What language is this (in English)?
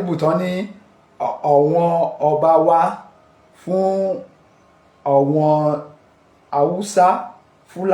Yoruba